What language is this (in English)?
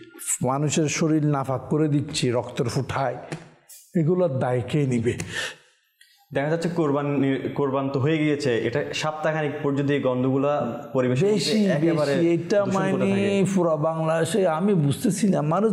Bangla